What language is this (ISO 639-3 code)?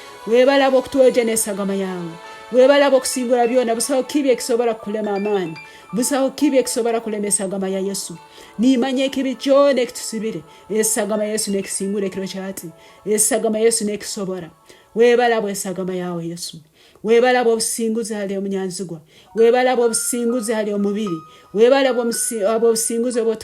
ttj